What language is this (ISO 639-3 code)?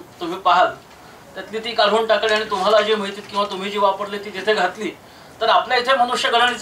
mar